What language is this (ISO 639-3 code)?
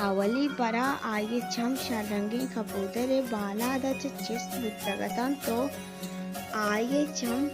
bal